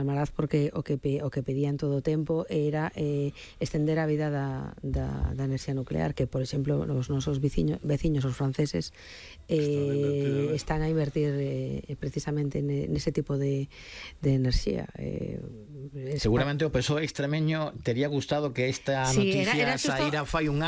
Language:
Galician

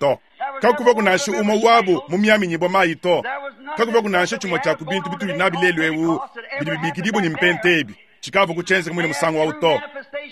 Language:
Luba-Lulua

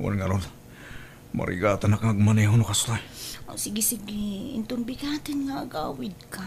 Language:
Iloko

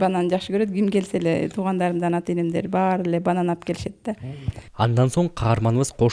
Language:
Kyrgyz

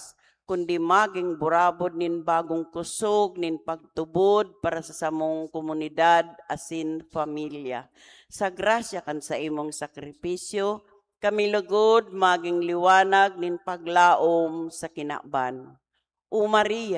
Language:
Bikol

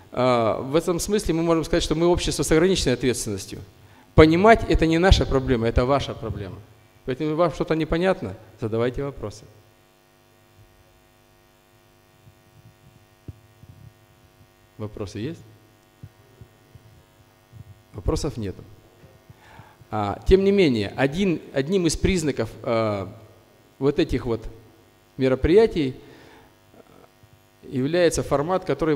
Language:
Russian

